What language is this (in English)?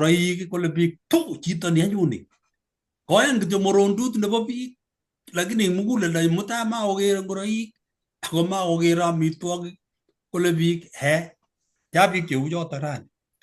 Kalenjin